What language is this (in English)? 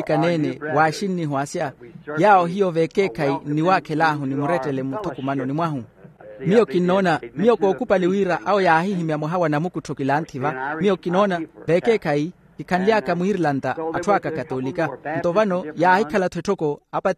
Makhuwa